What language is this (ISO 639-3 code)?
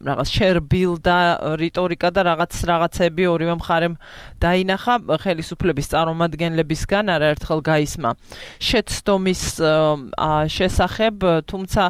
kat